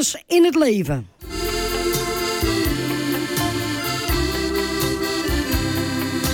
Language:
Dutch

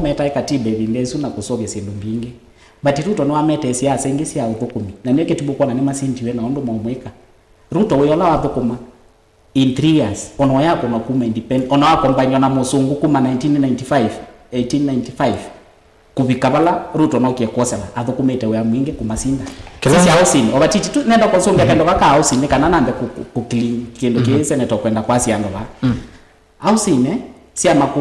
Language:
Kamba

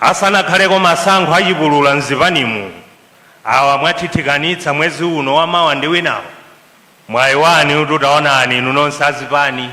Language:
Nyanja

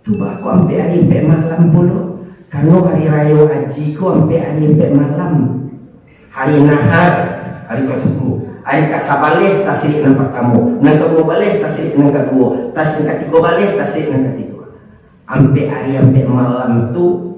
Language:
Minangkabau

